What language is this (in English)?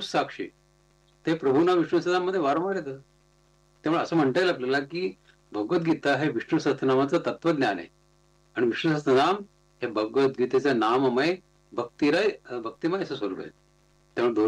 Marathi